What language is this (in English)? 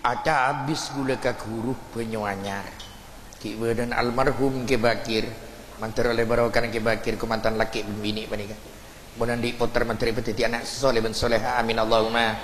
Madurese